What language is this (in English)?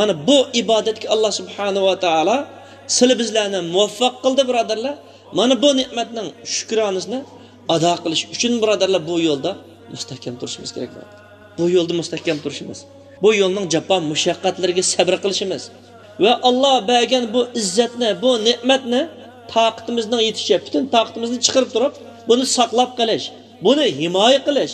Uyghur